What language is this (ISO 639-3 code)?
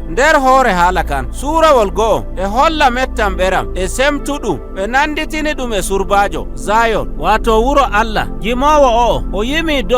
fuv